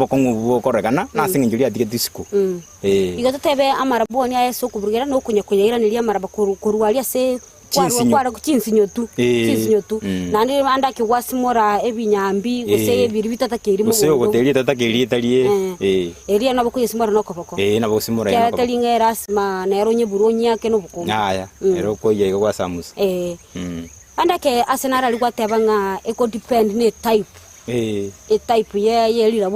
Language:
Gusii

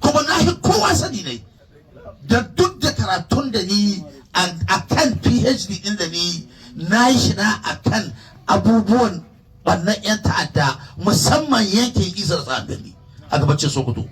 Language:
Hausa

